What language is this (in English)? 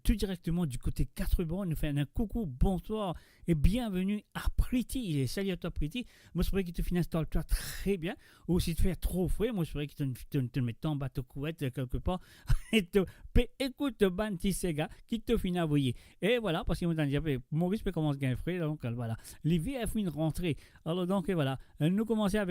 Morisyen